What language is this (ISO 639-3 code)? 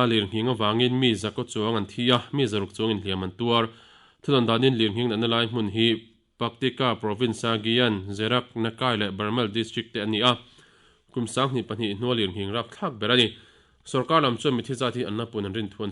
lus